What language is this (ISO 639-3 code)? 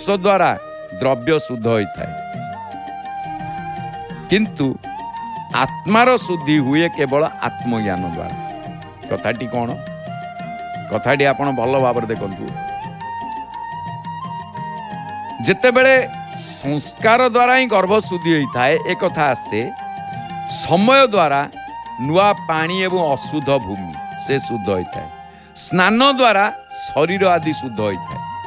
ori